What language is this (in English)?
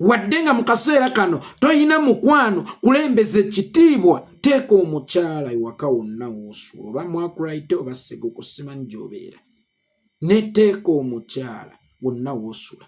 Ganda